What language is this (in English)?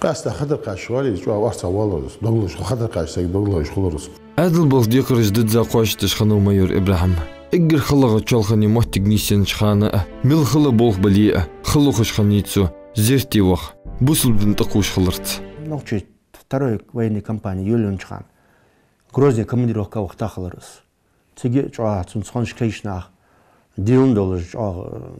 Ingush